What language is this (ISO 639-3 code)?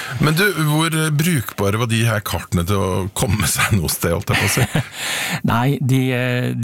nor